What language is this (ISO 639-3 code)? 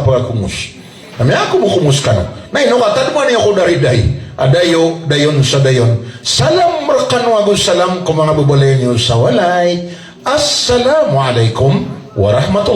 mrw